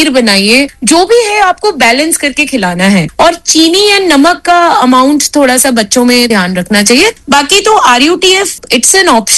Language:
Hindi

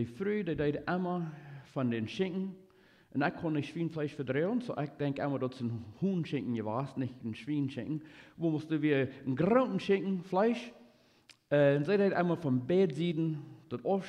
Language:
Plautdietsch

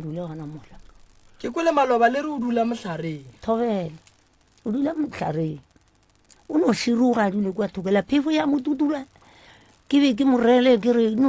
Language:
Northern Sotho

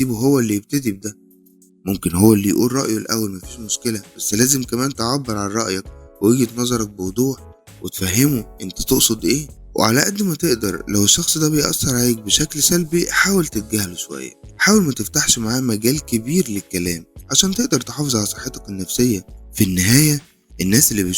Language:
Egyptian Arabic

